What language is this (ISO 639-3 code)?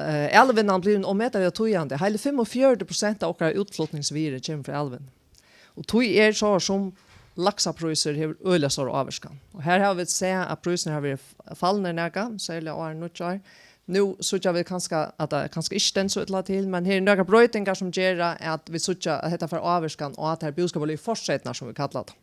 fao